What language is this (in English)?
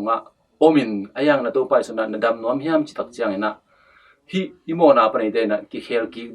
Tedim Chin